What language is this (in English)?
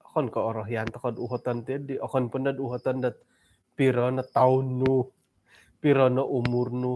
Central Dusun